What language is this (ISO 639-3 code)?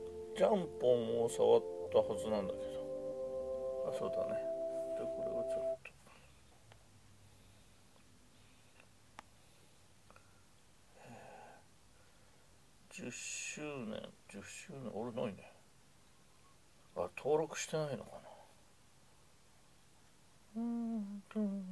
jpn